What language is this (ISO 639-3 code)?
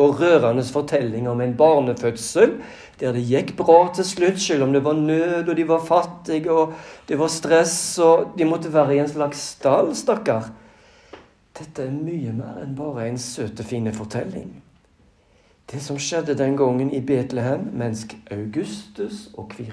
nor